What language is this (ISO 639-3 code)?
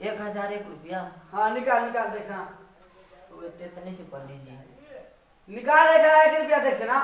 mai